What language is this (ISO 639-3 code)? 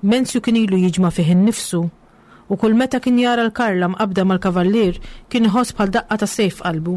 mlt